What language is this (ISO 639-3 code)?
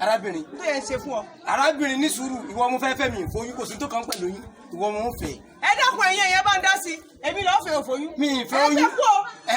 yor